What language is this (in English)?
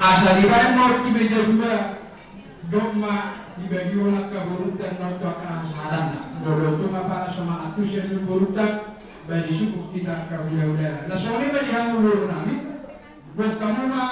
Batak Toba